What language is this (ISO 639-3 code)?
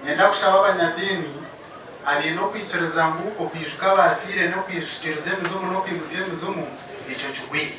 nyn